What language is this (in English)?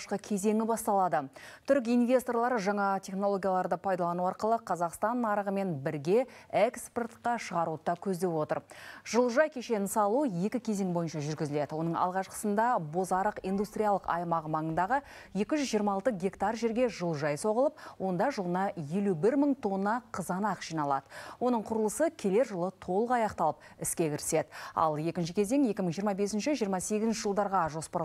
Kazakh